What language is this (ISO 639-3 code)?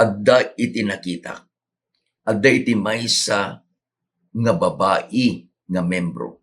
ilo